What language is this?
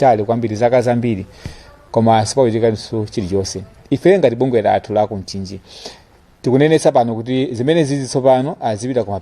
Nyanja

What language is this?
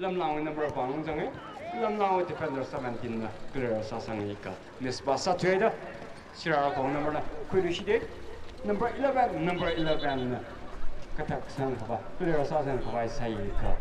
Tangkhul Naga (India)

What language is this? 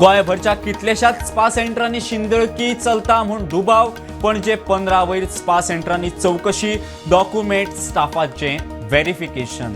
Konkani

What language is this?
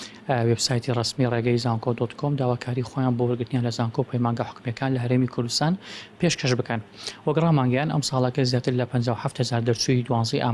Central Kurdish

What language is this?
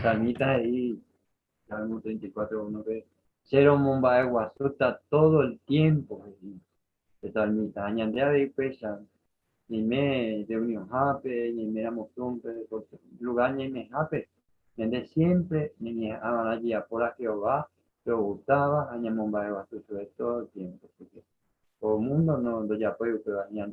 Guarani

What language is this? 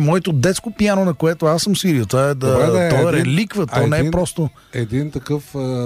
Bulgarian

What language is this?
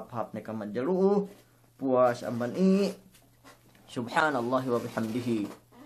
Yakan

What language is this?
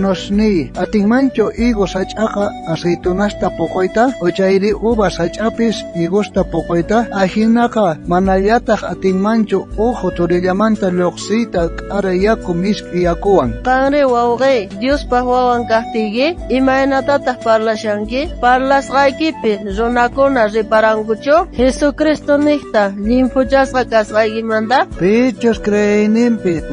South Bolivian Quechua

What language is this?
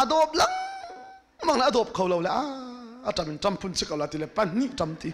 Hakha Chin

